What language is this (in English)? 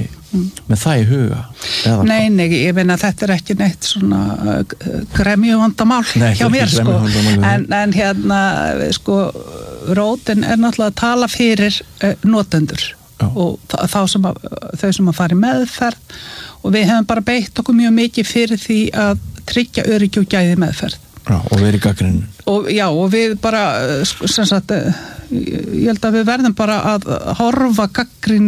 Icelandic